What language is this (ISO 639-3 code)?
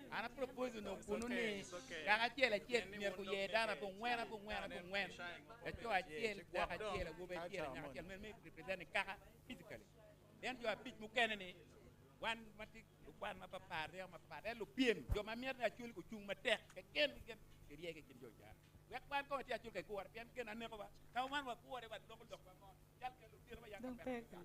ach